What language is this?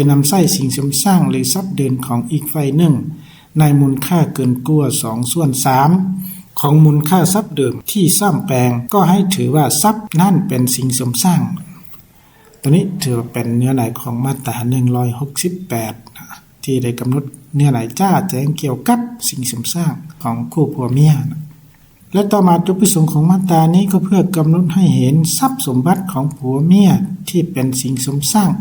Lao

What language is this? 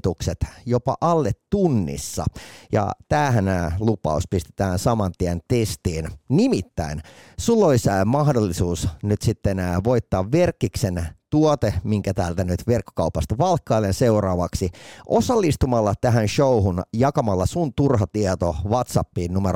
Finnish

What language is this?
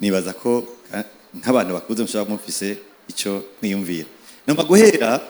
Rundi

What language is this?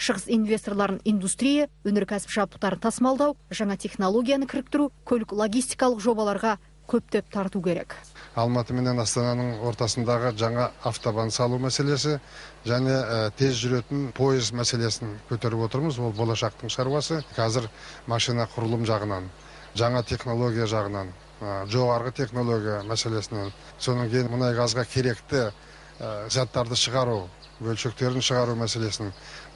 Kazakh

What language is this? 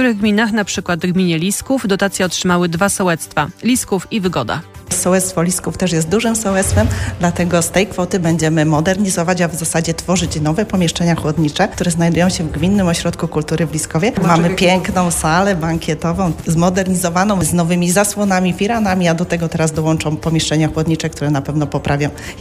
Polish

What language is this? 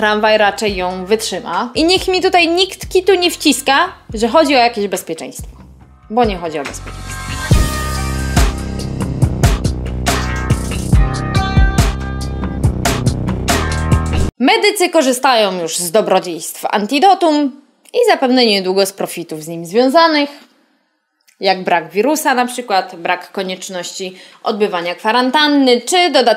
Polish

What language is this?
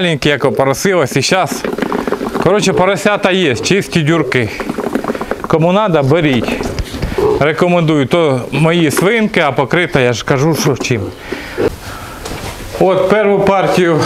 Ukrainian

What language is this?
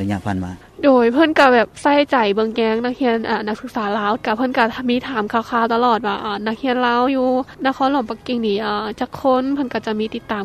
Lao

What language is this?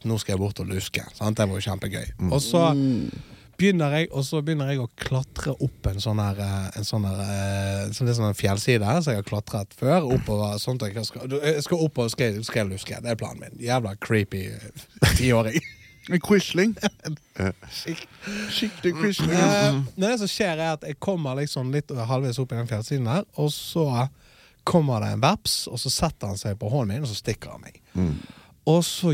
Norwegian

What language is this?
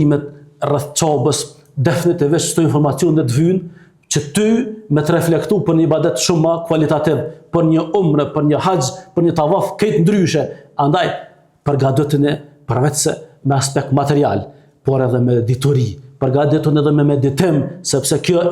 Albanian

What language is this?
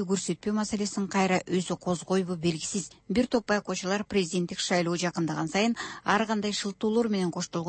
Kyrgyz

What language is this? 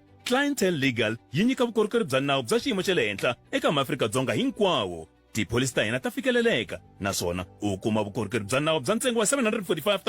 Tsonga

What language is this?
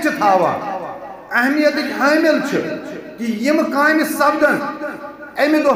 Kashmiri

